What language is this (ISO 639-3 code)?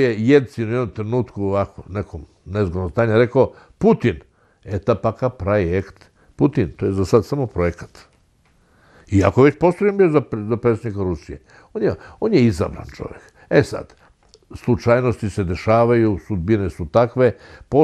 srp